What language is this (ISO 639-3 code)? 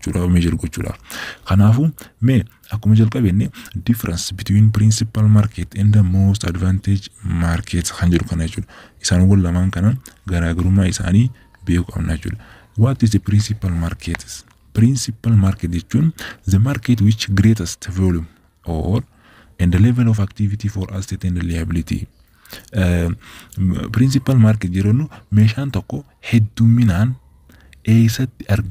orm